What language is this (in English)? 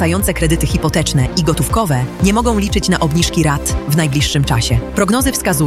Polish